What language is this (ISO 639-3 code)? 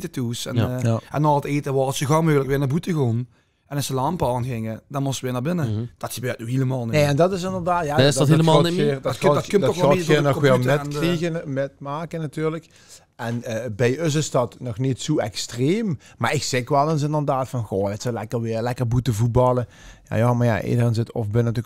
lim